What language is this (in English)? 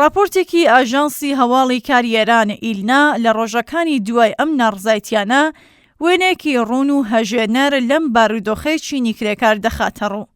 Central Kurdish